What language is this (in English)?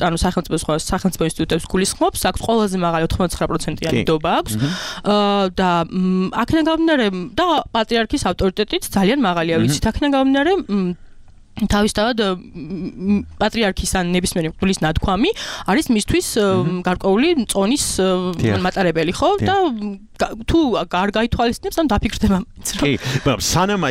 Georgian